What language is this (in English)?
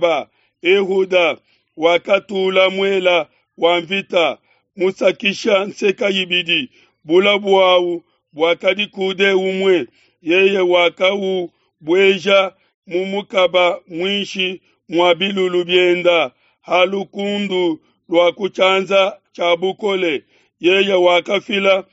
Luba-Lulua